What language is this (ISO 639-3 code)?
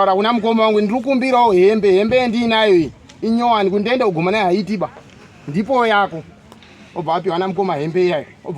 sna